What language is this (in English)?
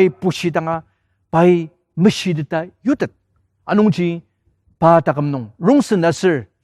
Ao Naga